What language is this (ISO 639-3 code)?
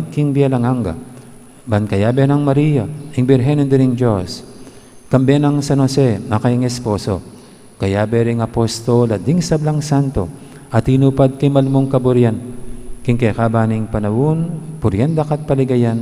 pam